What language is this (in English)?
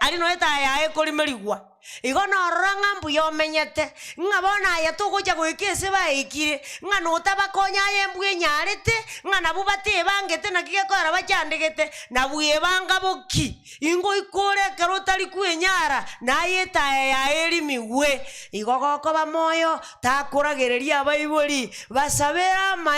Gusii